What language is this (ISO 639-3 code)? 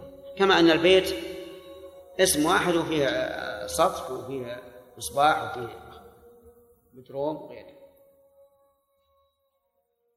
ara